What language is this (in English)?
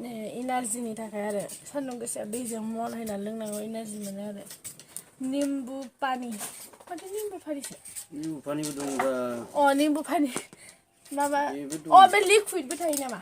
Bodo